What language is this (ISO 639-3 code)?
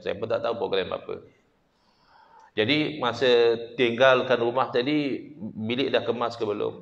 msa